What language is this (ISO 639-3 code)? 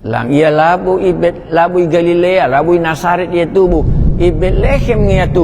btx